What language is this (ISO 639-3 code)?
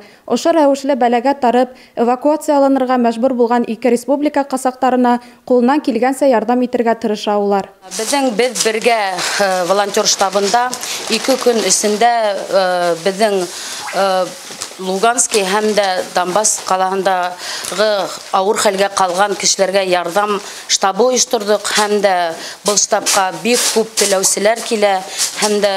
bak